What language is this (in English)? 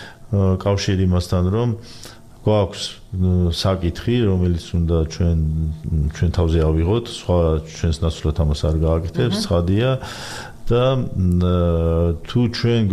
Georgian